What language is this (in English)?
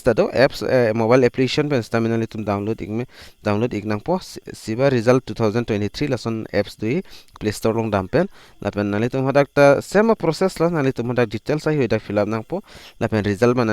Karbi